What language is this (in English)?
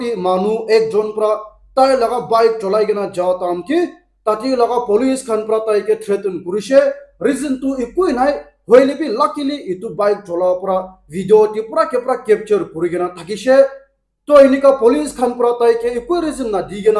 Naga Pidgin